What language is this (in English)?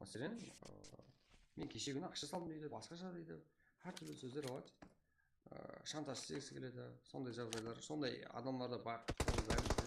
Kara-Kalpak